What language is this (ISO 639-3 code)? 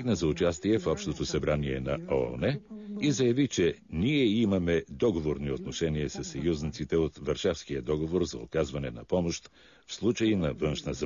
bul